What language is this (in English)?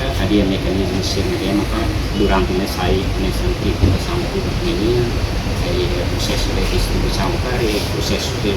Tetum